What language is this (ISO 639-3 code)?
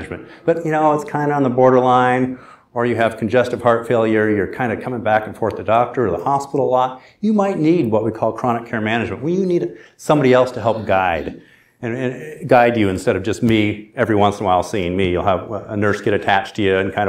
eng